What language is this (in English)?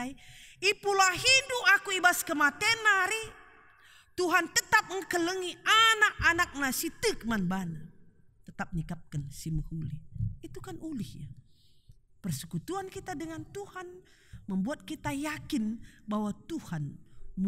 Batak Karo